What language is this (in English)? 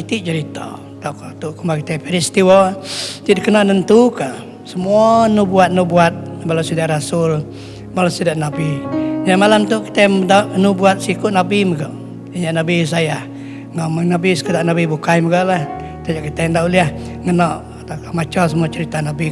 Iban